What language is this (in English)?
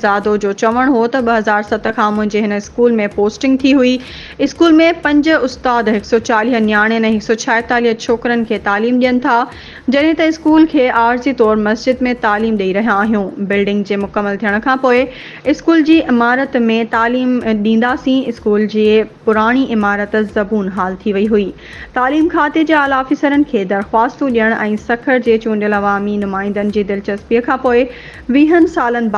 Sindhi